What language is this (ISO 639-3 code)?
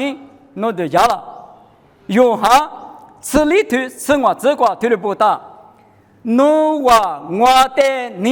lis